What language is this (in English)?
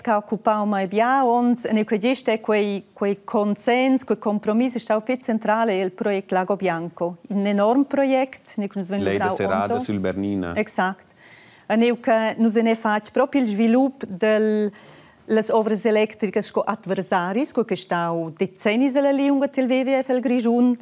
Romansh